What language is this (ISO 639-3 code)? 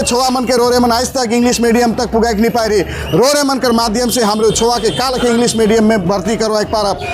sck